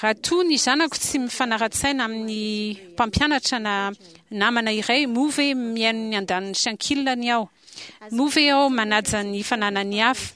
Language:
Malagasy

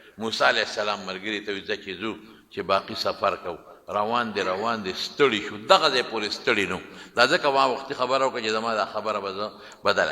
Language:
Pashto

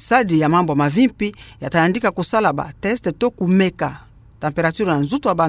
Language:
Kituba (Democratic Republic of Congo)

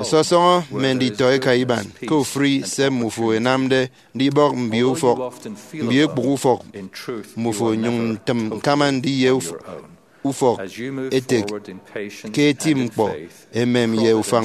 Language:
Efik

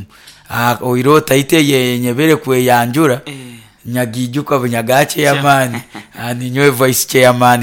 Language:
Nyoro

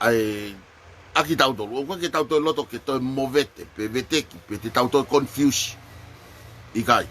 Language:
Tongan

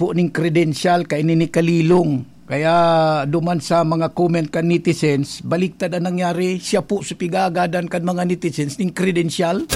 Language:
Bikol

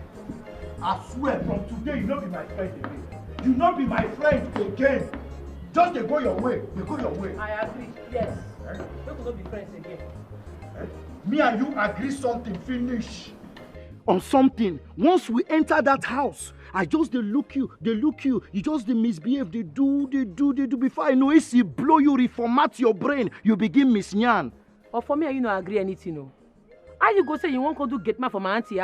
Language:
Nigerian Pidgin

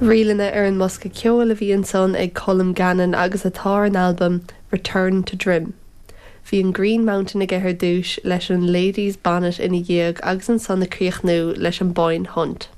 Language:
Irish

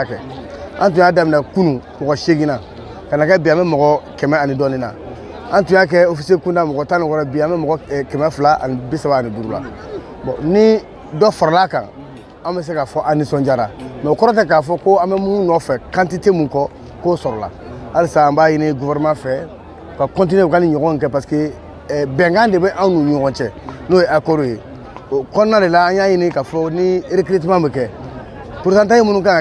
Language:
Bambara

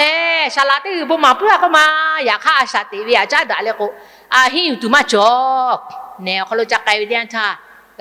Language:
Lahu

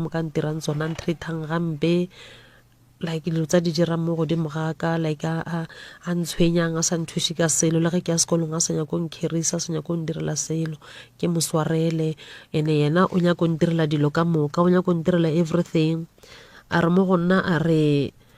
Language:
Northern Sotho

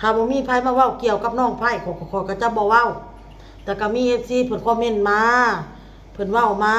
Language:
Lao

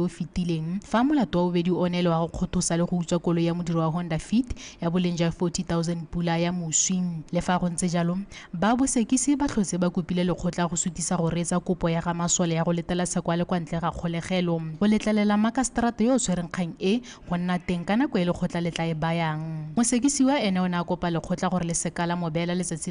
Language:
Tswana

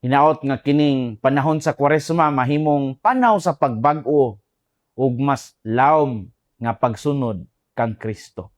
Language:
Cebuano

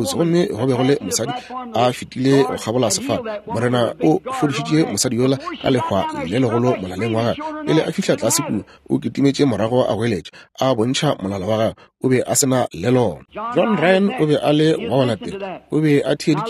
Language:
Northern Sotho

